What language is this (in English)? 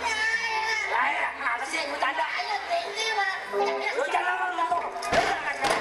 Betawi